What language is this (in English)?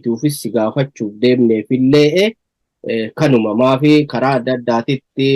Oromo